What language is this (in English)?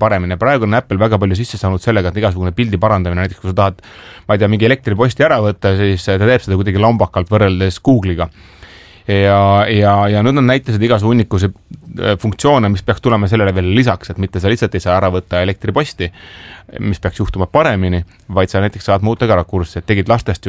Estonian